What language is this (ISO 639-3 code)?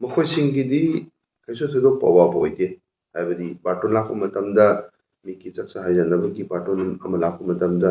mni